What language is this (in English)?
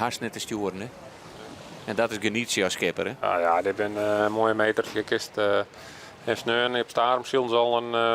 Western Frisian